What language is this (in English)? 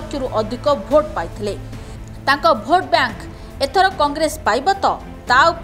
Odia